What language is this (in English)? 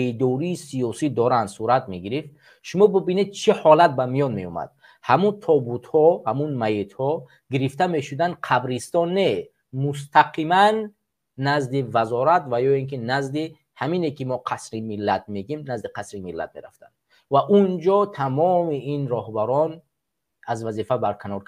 Tajik